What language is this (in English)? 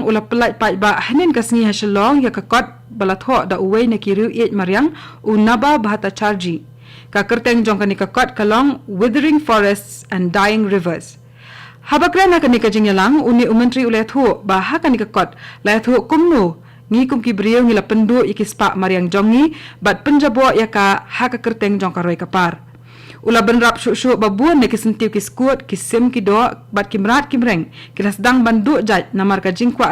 Khasi